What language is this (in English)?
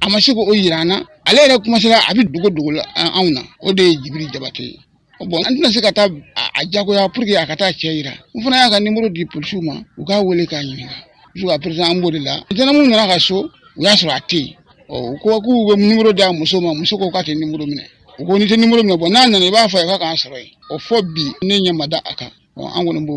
Bambara